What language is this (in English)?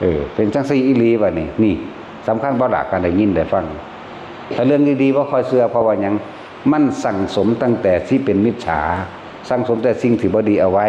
Northeastern Thai